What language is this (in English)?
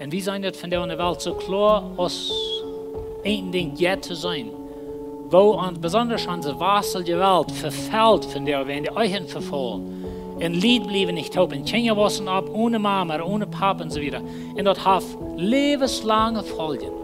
Plautdietsch